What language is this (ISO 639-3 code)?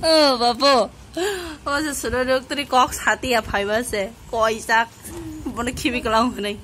trp